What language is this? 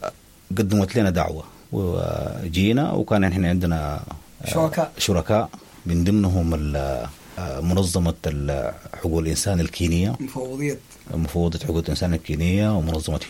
Sudanese Arabic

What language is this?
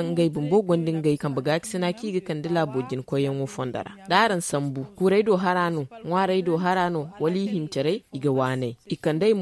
Zarma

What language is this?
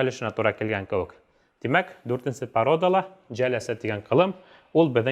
Bashkir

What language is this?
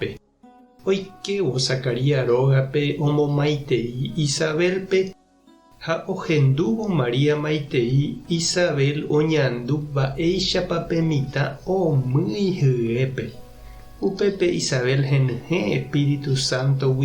Guarani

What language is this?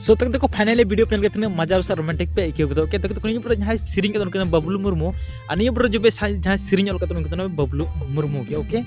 Santali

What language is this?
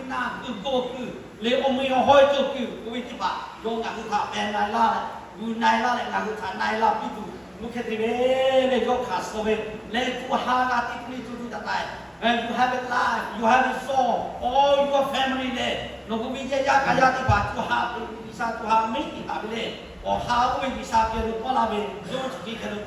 Lahu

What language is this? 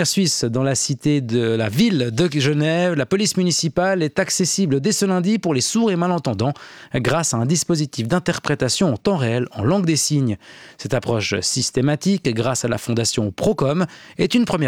French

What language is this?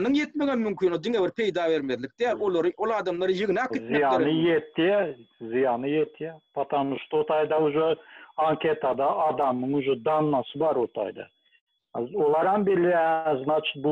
Turkmen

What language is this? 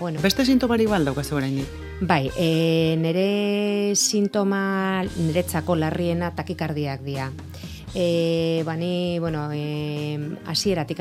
Basque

